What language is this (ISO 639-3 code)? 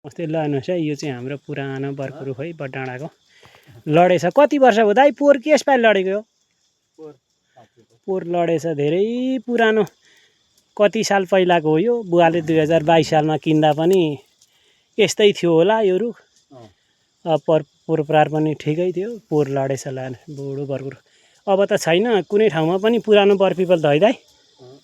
nep